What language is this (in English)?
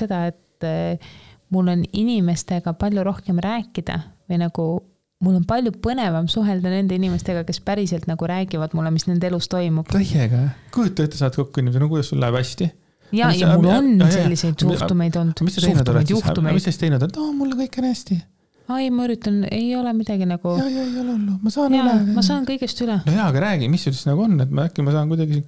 Estonian